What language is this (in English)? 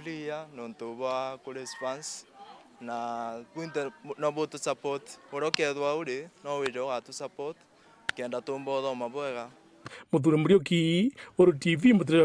Meru